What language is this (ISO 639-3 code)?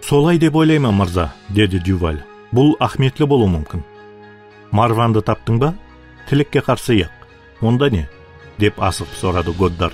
kaa